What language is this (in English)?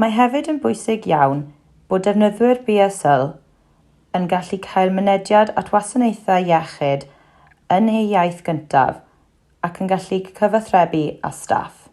Welsh